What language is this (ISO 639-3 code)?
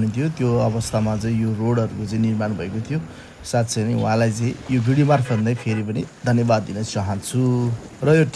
nep